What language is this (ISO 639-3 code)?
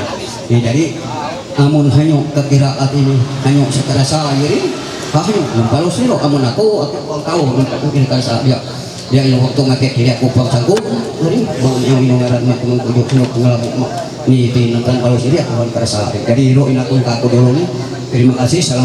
mhy